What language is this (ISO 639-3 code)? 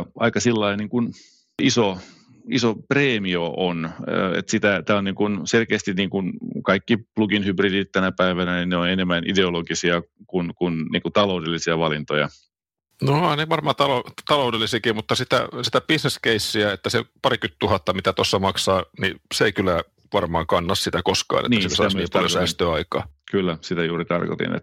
fin